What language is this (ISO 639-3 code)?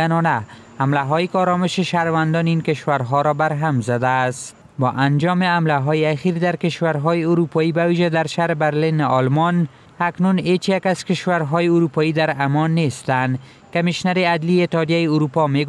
fas